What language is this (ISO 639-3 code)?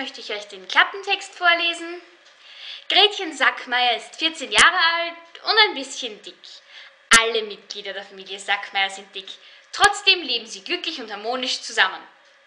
deu